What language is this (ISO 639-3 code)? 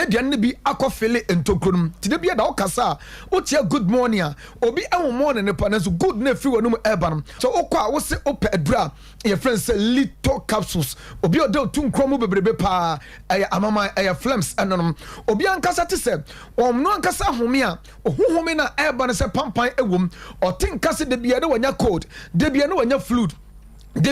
aka